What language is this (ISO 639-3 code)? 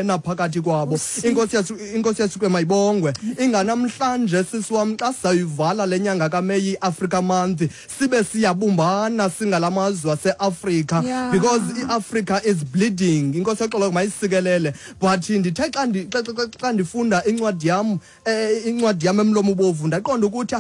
xho